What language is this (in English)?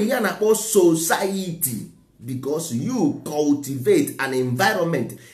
Igbo